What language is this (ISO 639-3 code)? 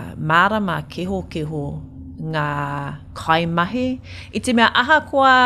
mri